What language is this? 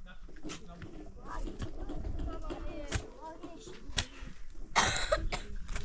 Persian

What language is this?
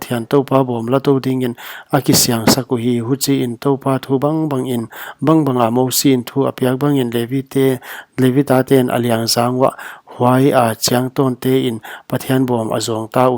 Paite Chin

